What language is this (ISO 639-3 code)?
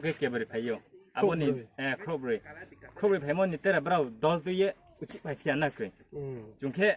ria